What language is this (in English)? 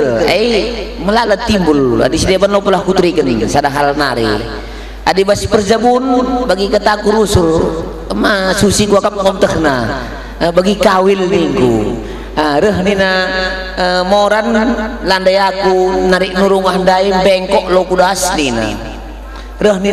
Batak Karo